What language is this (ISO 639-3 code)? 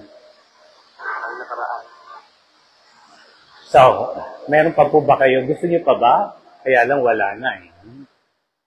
fil